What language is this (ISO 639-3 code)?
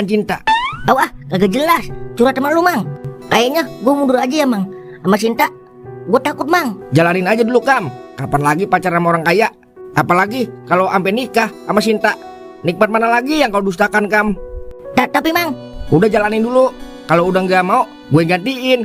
bew